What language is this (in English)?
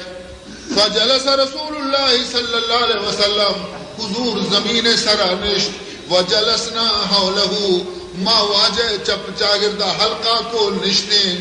Baluchi